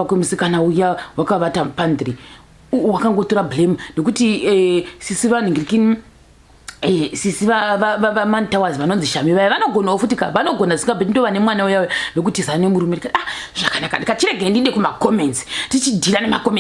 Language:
Shona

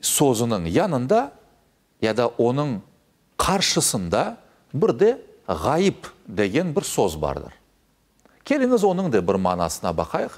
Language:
Crimean Tatar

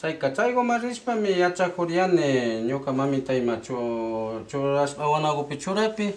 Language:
Imbabura Highland Quichua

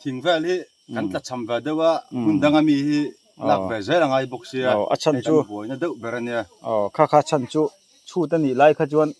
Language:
Mizo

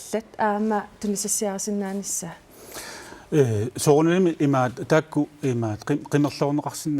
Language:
Kalaallisut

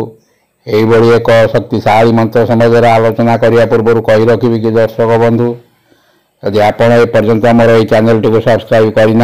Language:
Odia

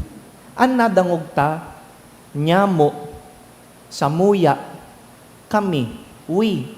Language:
Bikol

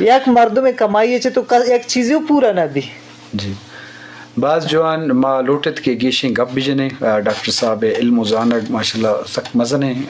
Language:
Eastern Balochi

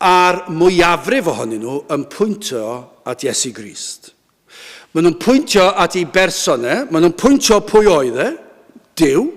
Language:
Welsh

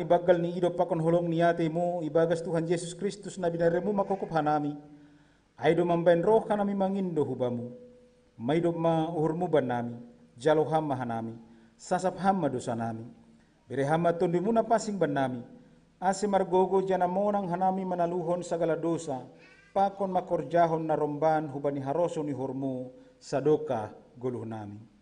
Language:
Batak Simalungun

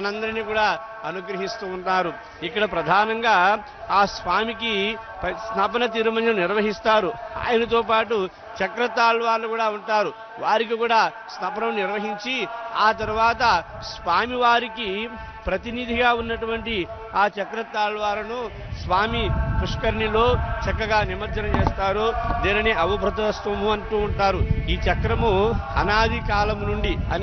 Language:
Telugu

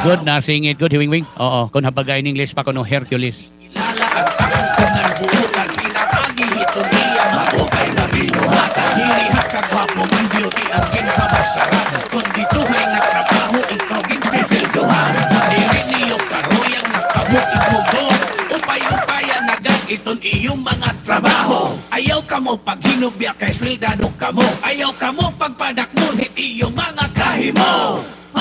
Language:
Waray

